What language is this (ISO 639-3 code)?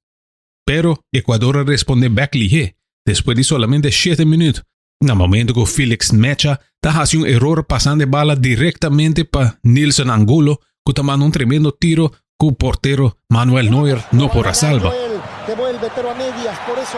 pap